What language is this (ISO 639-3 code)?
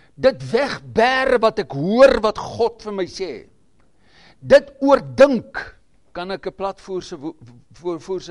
afr